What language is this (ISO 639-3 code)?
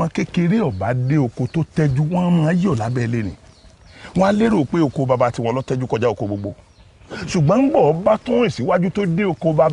yor